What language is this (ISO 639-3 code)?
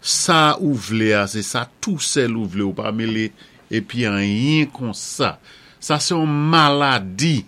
acf